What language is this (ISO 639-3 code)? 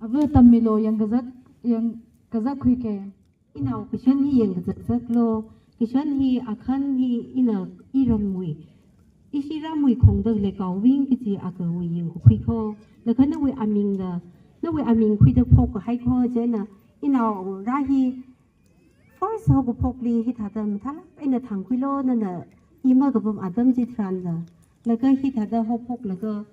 nmf